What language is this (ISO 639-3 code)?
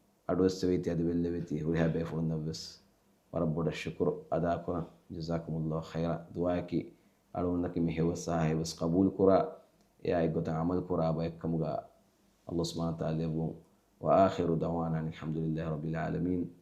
div